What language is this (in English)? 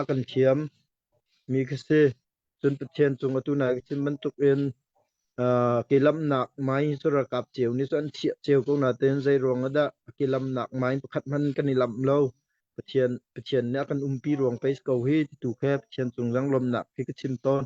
Hakha Chin